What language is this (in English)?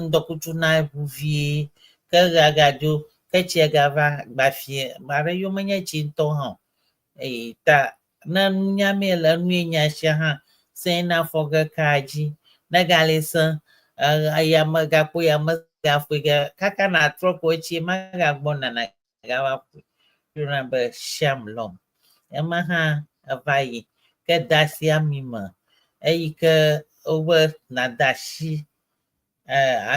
Ewe